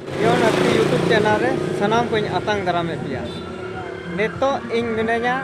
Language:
Santali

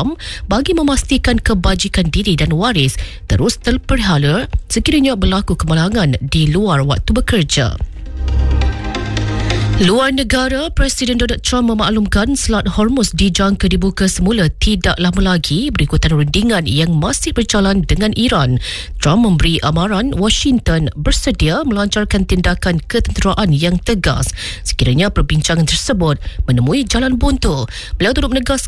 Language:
Iban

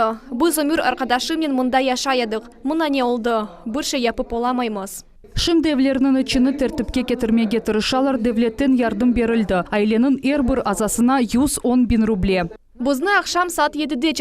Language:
Crimean Tatar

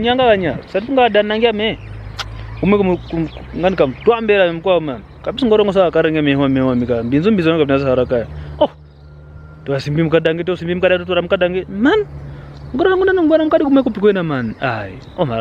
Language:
Kwangali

